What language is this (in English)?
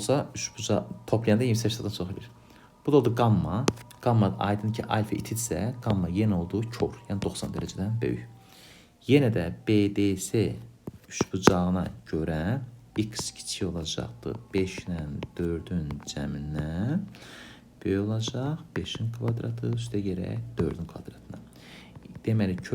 Azerbaijani